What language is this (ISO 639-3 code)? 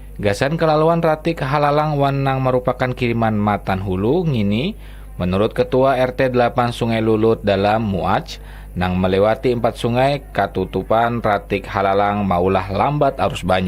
bjn